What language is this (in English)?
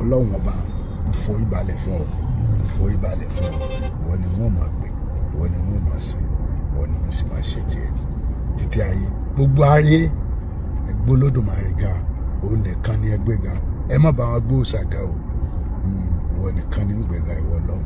Yoruba